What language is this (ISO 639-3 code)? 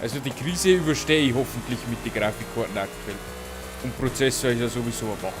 bar